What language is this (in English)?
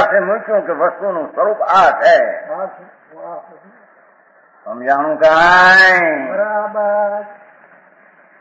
Gujarati